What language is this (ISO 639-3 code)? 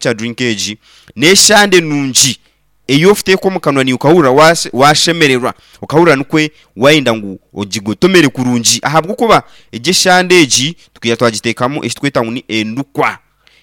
nyn